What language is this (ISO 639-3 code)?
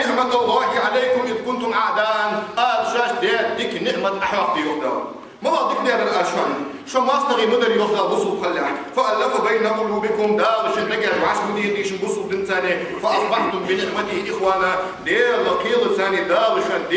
inh